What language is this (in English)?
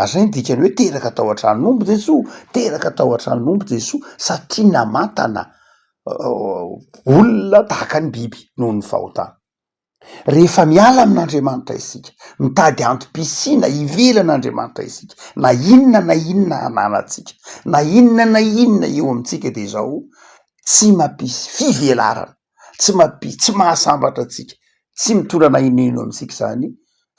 Malagasy